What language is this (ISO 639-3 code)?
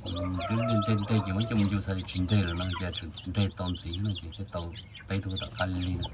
hmn